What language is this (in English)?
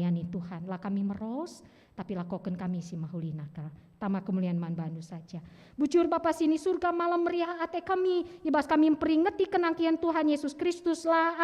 Batak Karo